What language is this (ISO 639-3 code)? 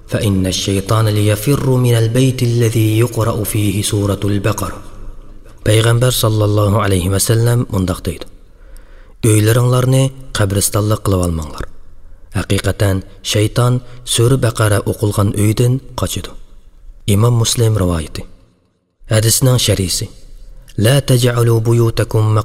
uig